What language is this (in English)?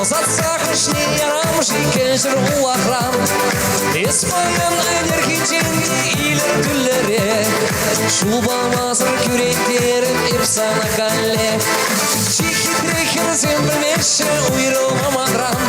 Chuvash